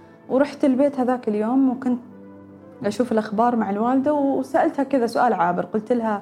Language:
Gulf Arabic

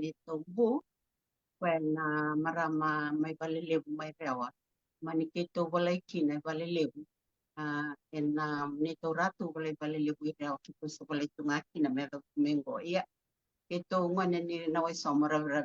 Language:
Fijian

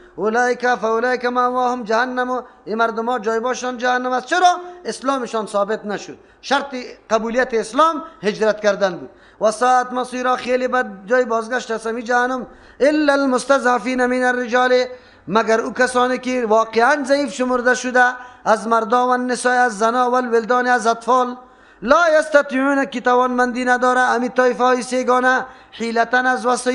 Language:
Persian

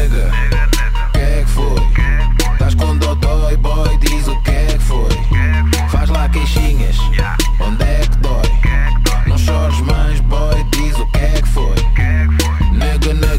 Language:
Portuguese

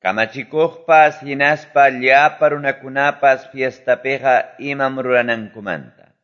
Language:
Quechua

